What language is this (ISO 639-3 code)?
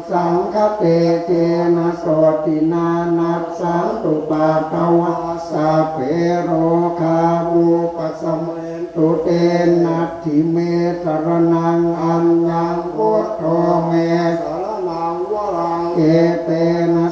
pli